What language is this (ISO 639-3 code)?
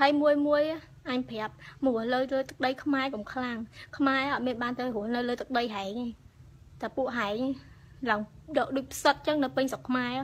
khm